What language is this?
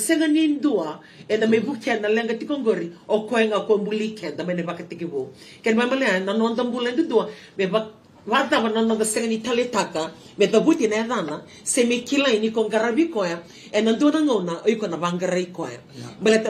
Fijian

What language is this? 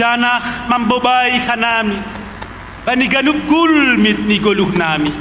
Batak Simalungun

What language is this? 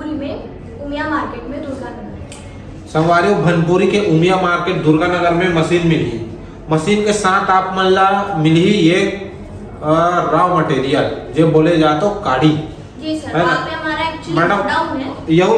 Chhattisgarhi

